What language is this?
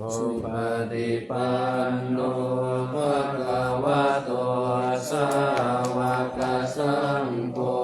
Pali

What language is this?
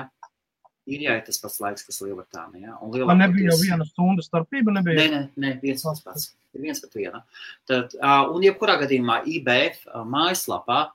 Latvian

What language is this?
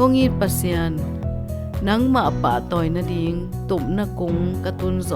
Tedim Chin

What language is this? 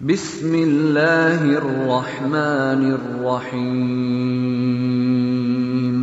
Avaric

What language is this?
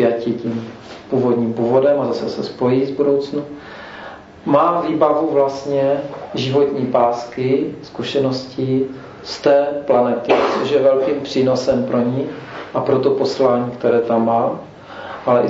Czech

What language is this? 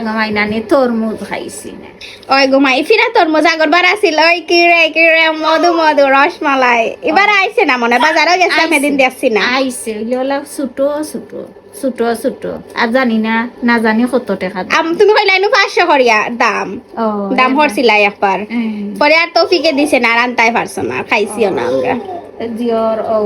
Sylheti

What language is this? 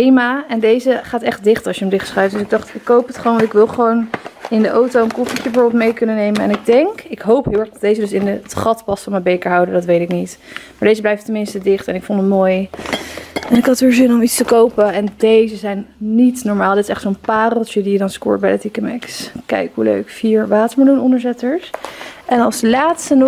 Dutch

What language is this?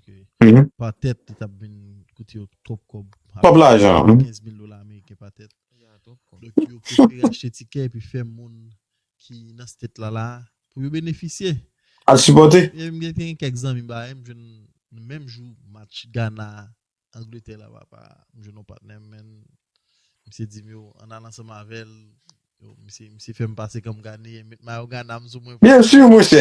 Haitian Creole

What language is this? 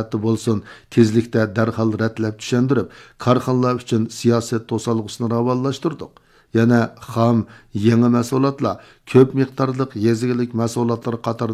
Uyghur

